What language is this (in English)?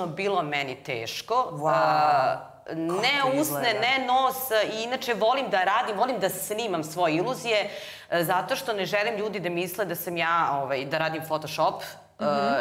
Serbian